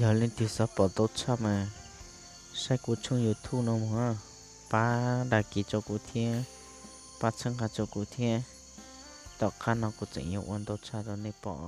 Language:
Hmong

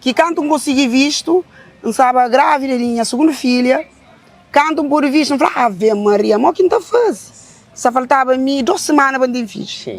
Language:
Kabuverdianu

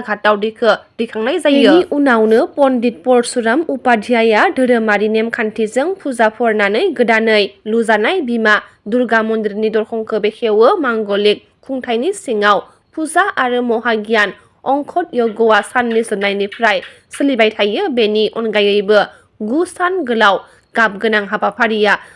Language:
Bodo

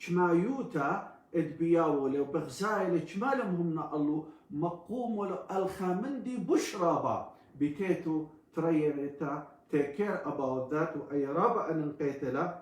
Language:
Assyrian Neo-Aramaic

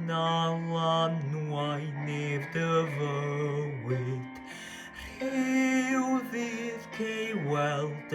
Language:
Welsh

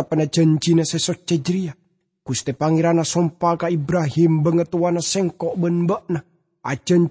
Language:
Madurese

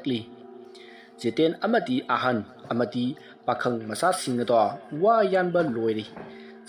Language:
Manipuri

